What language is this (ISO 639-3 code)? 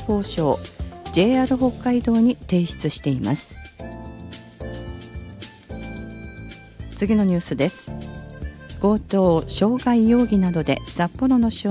jpn